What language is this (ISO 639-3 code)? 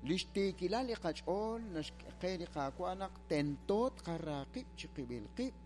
kek